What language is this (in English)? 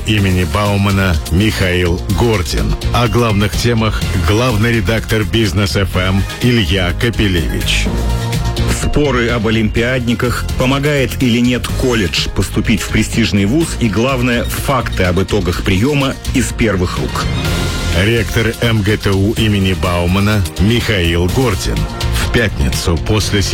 Russian